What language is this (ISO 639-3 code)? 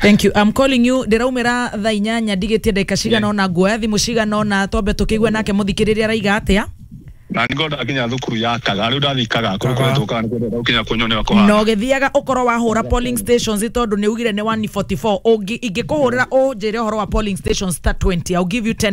kik